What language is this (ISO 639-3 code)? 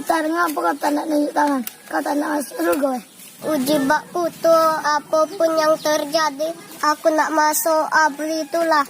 mui